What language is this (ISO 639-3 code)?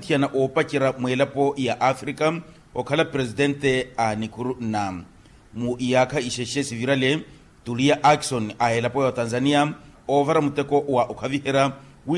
vmw